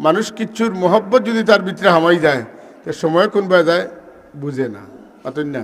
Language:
Sylheti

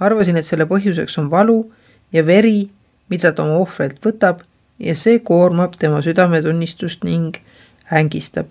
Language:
Estonian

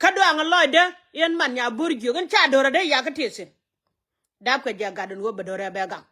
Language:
Nuer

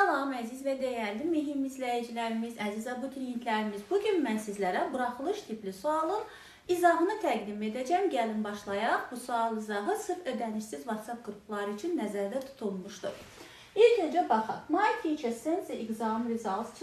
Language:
Azerbaijani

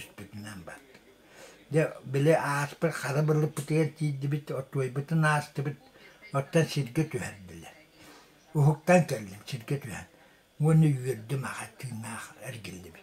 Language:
Yakut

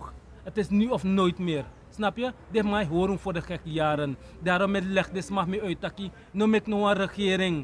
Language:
Sranan Tongo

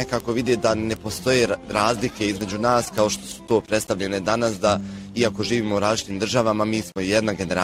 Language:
Bosnian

